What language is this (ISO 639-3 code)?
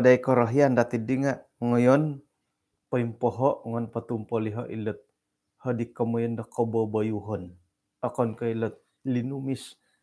dtp